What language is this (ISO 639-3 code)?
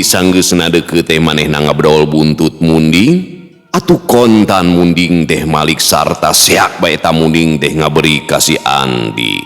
sun